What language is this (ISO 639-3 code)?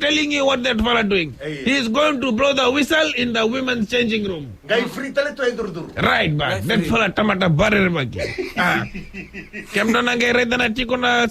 fij